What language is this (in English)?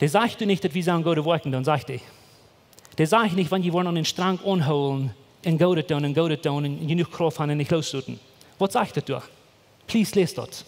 Plautdietsch